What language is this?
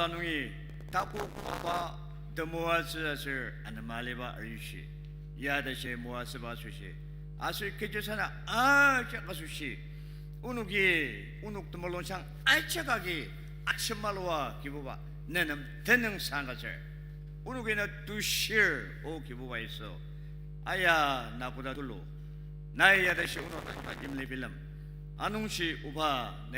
Ao Naga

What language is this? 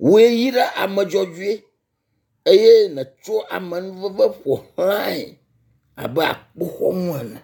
Ewe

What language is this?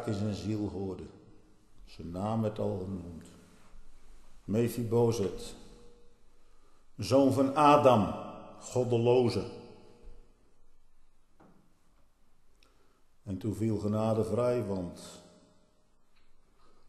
Dutch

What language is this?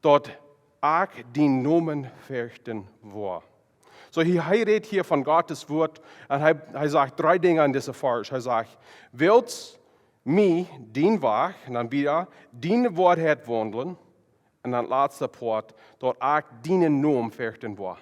Plautdietsch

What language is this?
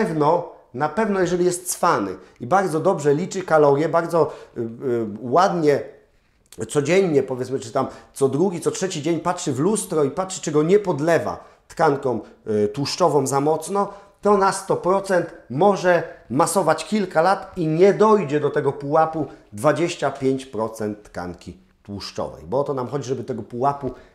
Polish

